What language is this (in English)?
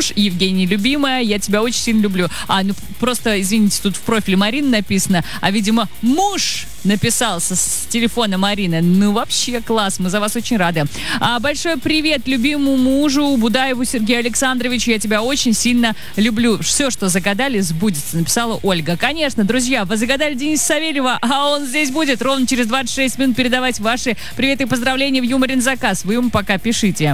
Russian